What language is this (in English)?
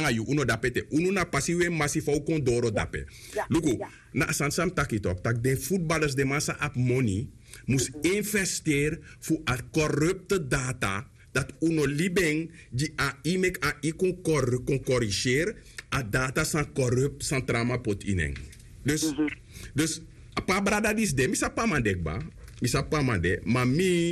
Sranan Tongo